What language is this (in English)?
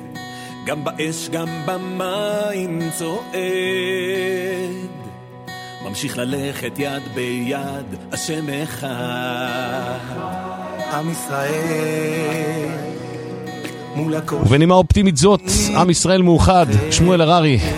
Hebrew